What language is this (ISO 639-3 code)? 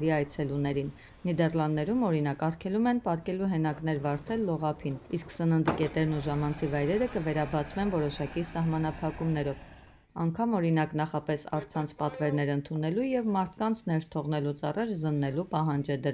hye